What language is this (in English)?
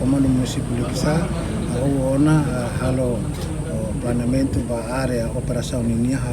Tetum